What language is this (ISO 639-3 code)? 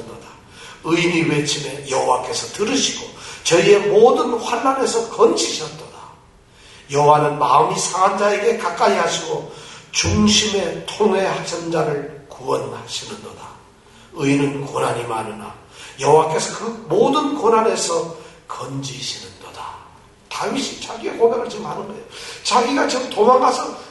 kor